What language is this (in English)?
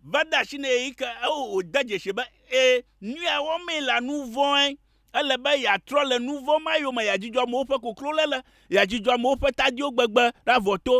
Ewe